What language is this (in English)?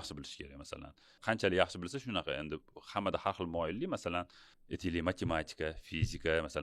Uzbek